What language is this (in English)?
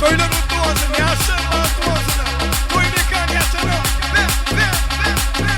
Turkmen